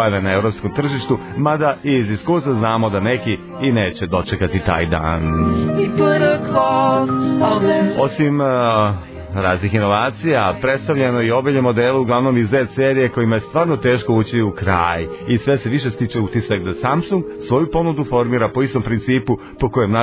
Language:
Serbian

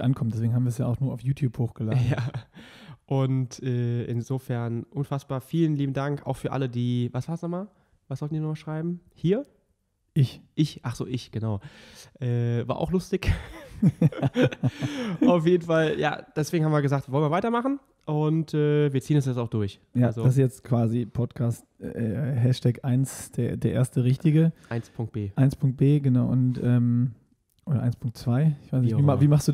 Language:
German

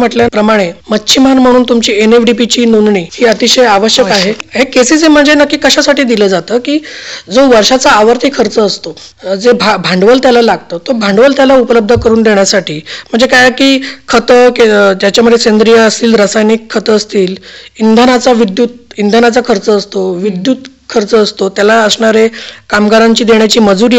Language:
Marathi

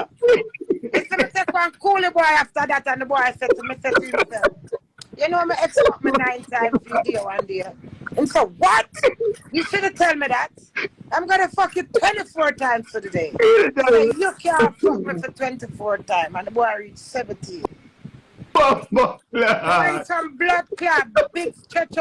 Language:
Jamaican Creole English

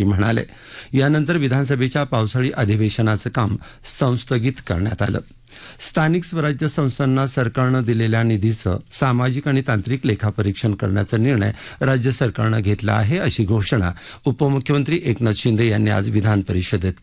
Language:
Marathi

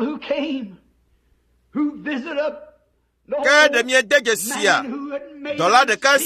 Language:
Ewe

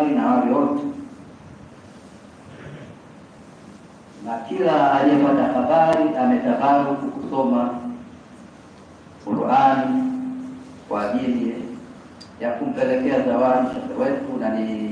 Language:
Swahili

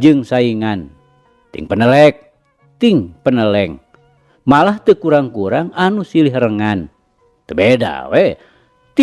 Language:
Sundanese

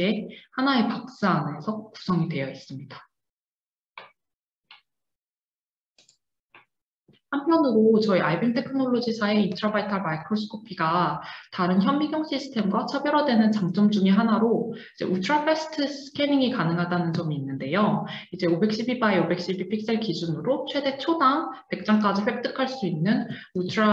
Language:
Korean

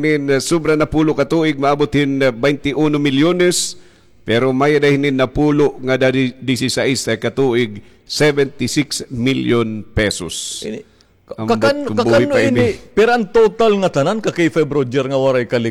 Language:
Waray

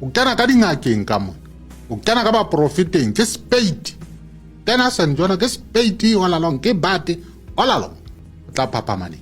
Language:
Southern Sotho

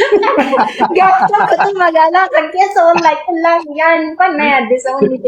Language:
Oromo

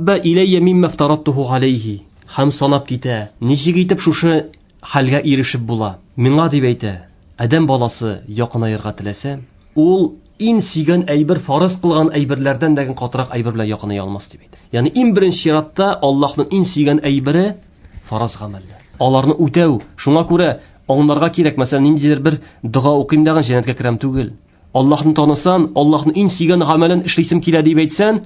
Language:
Tatar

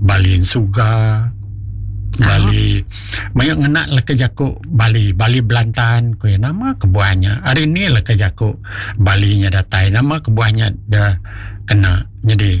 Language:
Iban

